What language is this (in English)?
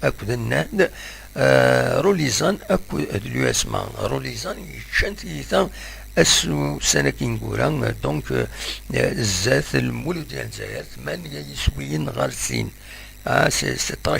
Kabyle